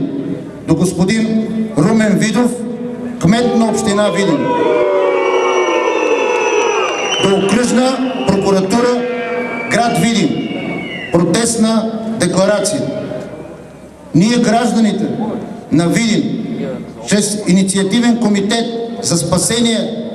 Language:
Bulgarian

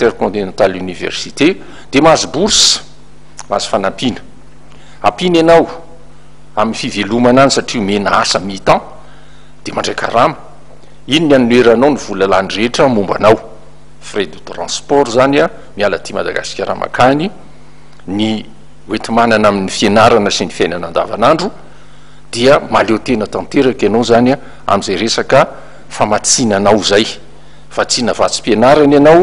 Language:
Malagasy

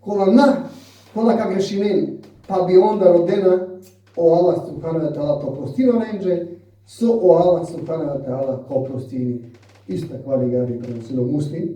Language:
Balkan Romani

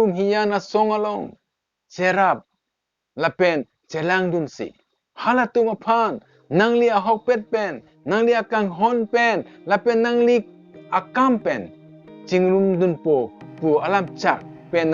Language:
Karbi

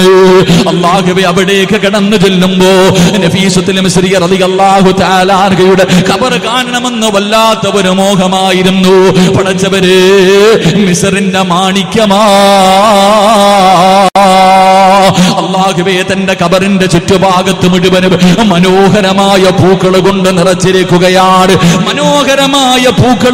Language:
Malayalam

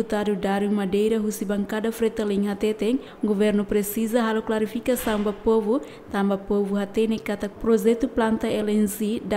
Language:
Tetum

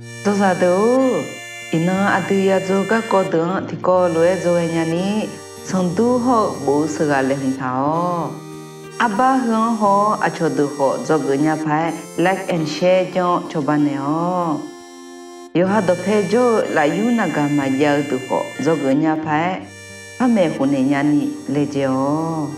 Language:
Akha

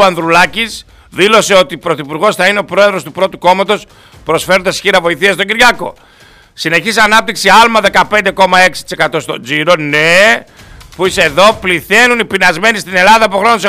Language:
Greek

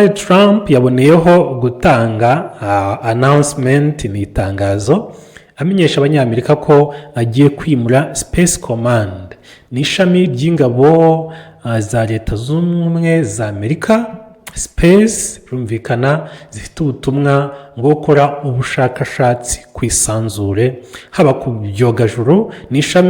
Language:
Kinyarwanda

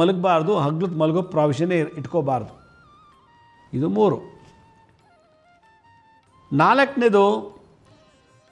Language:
Kannada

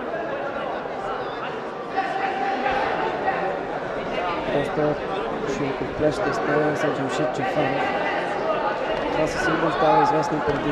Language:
Bulgarian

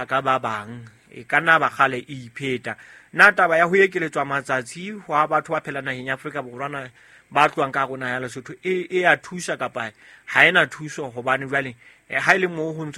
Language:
Southern Sotho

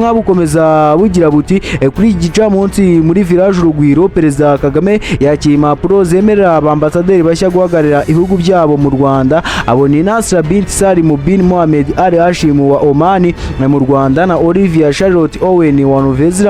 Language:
Kinyarwanda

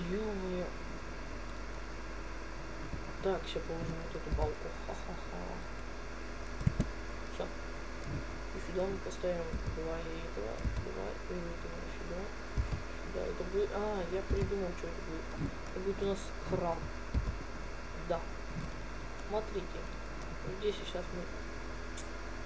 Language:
Russian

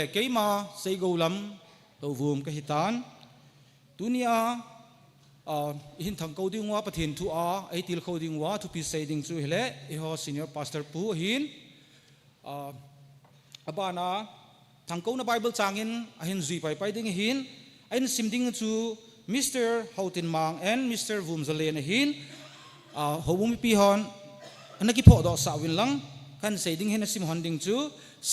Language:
Thado Chin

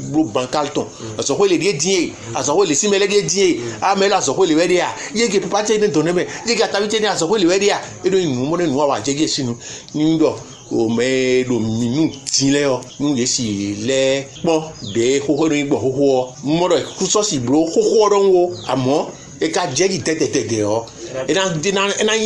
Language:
Fon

